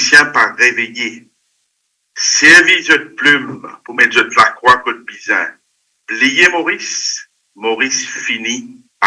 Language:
Morisyen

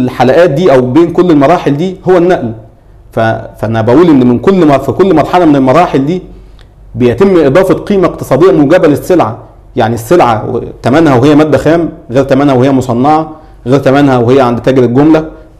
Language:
Egyptian Arabic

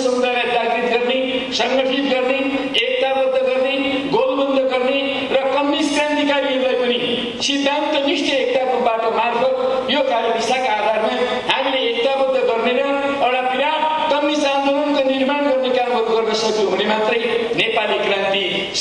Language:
Nepali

